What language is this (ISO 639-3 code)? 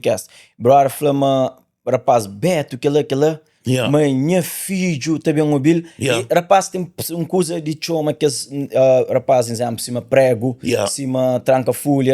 kea